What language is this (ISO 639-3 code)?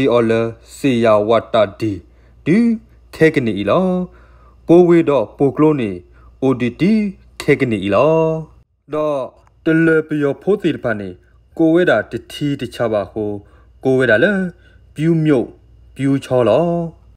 ksw